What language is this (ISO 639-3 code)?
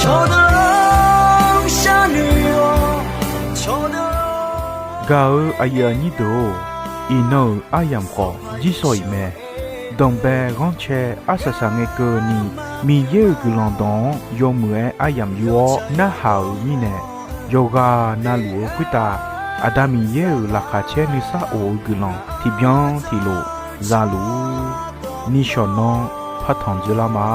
ahk